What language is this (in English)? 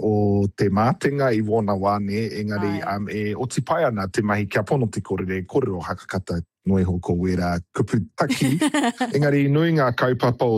Māori